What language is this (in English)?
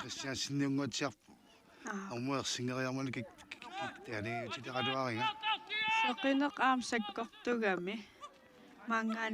Kalaallisut